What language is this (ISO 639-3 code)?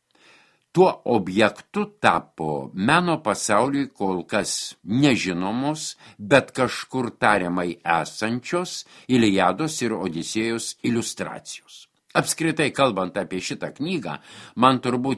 lit